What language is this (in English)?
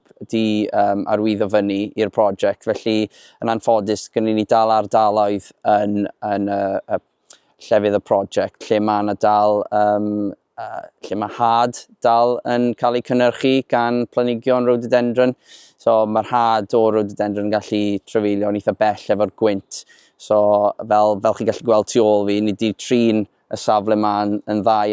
Welsh